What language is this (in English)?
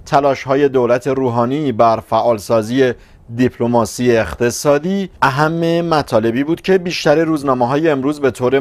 Persian